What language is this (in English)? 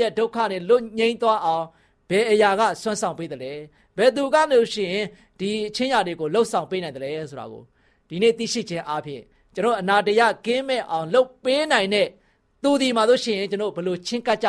Burmese